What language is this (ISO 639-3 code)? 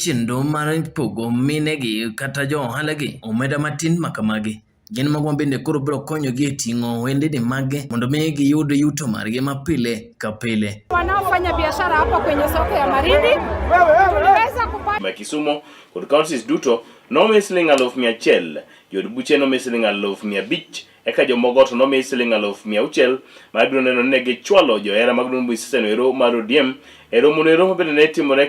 luo